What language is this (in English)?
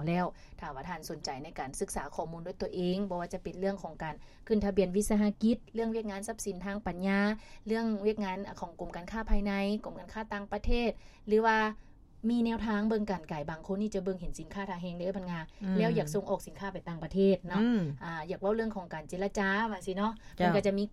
Lao